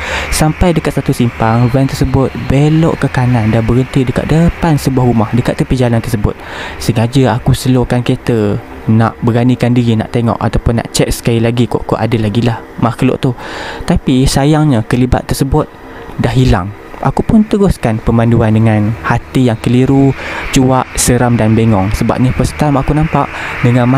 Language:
Malay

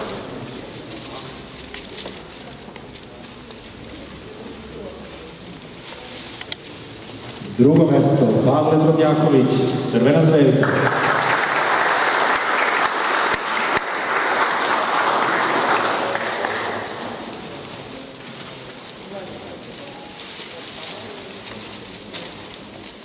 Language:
Serbian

